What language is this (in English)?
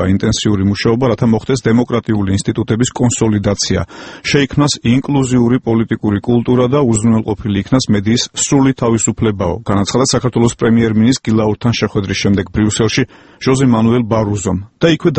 Georgian